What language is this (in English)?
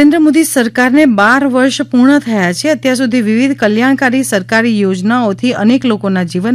Gujarati